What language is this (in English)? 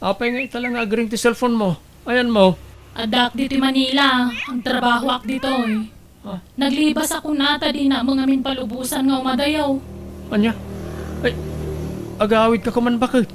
Iloko